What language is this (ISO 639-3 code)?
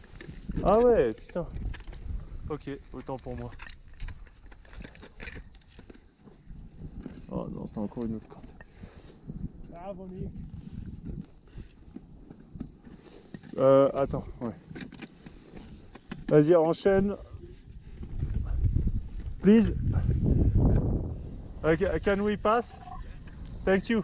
fra